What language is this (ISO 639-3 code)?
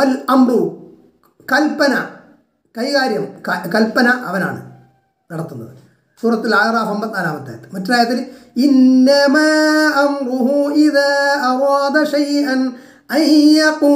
mal